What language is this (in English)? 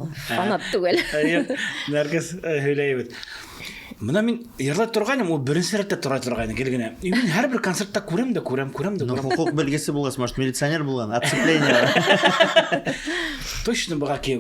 Bashkir